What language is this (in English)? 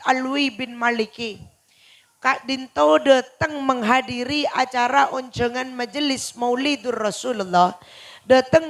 Madurese